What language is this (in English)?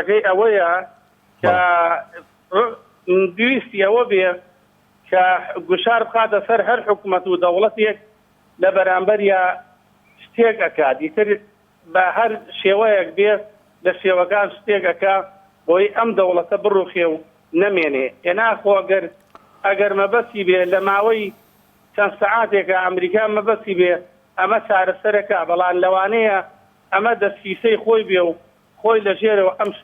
Central Kurdish